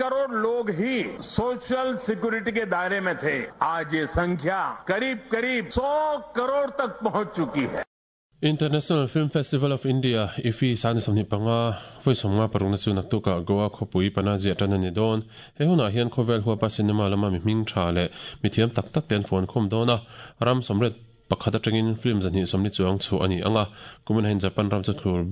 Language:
Mizo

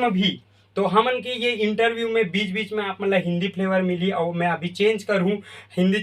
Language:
Chhattisgarhi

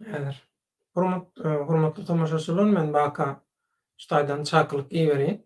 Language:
Turkmen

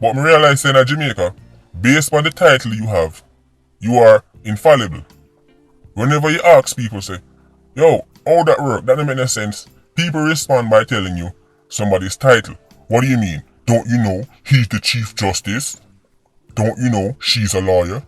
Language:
Jamaican Creole English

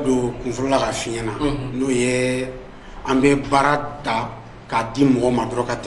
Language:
Bambara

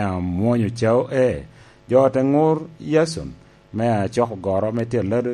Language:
Lango (Uganda)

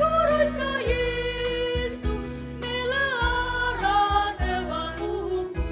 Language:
Nias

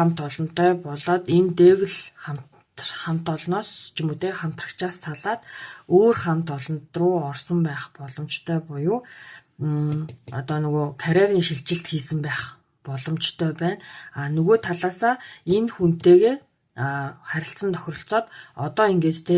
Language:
Mongolian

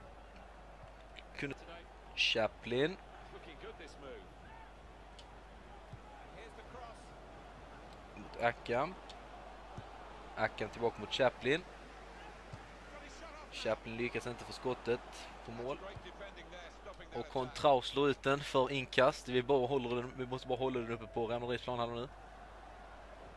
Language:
Swedish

